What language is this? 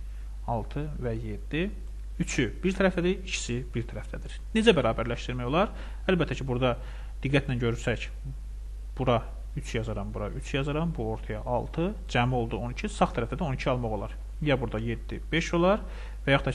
Azerbaijani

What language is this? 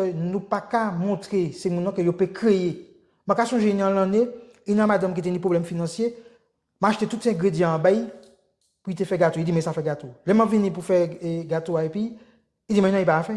Guadeloupean Creole French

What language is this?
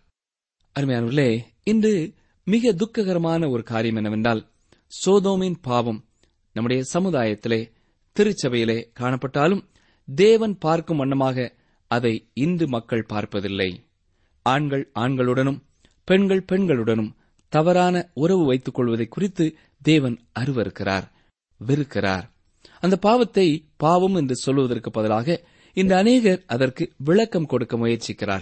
Tamil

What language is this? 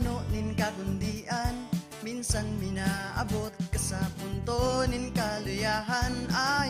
Bikol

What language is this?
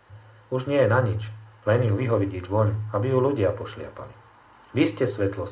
Slovak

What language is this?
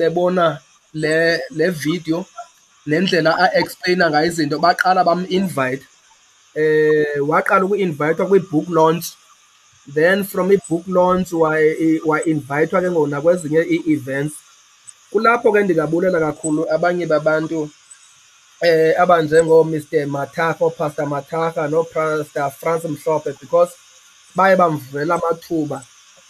Xhosa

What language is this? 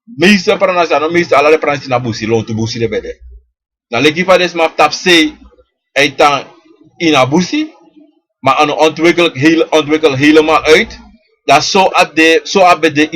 Sranan Tongo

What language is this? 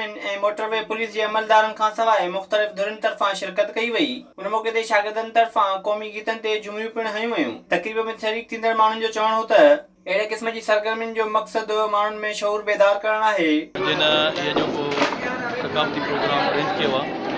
Sindhi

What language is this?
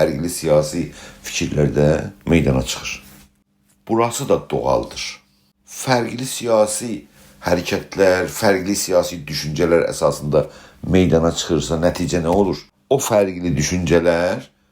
South Azerbaijani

